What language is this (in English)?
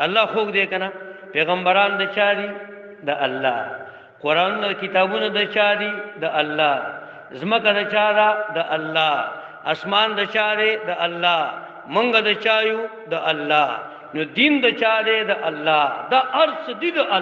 Pashto